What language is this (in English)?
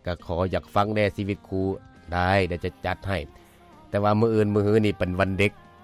Lao